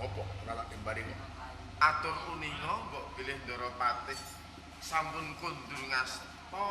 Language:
Javanese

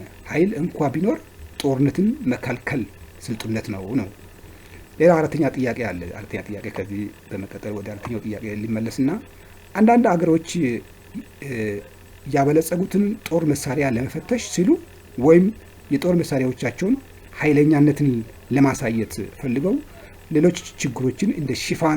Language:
Amharic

